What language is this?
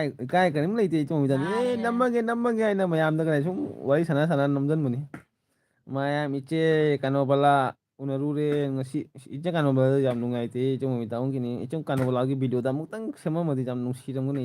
Manipuri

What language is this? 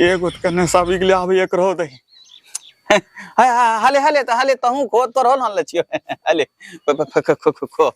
Angika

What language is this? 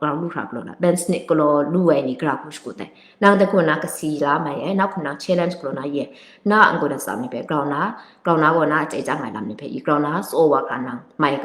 Kachin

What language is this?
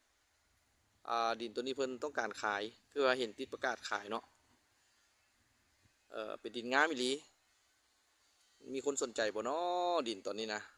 Lao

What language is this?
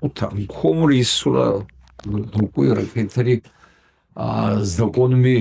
Kabardian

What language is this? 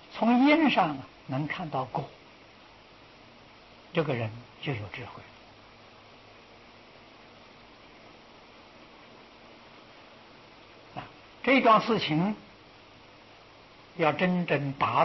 Chinese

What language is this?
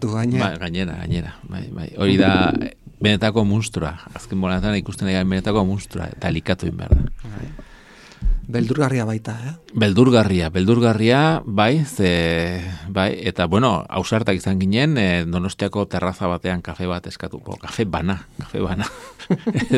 Basque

